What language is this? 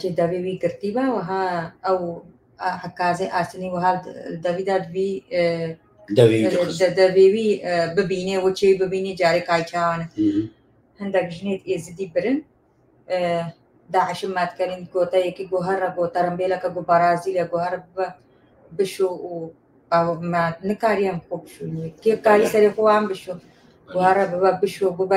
Kurdish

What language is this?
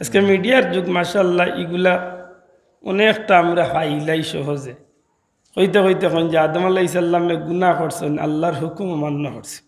Sylheti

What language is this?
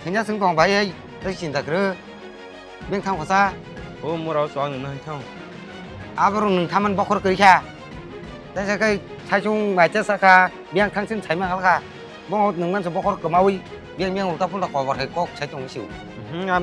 Kok Borok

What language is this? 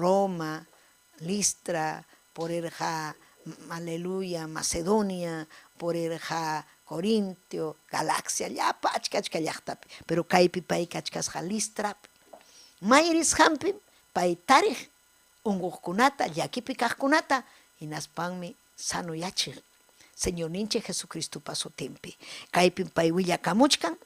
Ayacucho Quechua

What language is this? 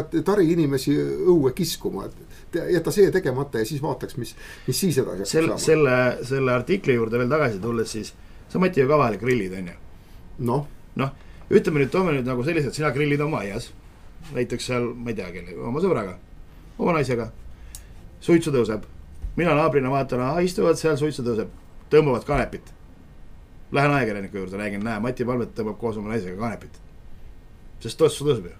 Estonian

